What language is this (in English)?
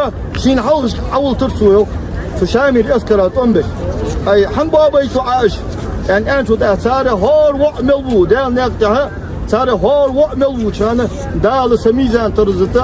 Ingush